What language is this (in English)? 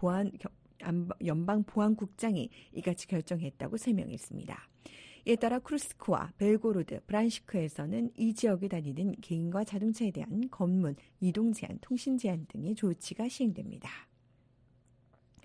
Korean